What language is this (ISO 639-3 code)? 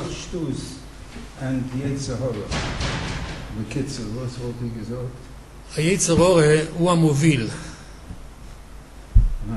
heb